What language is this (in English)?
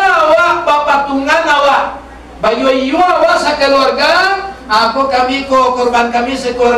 Minangkabau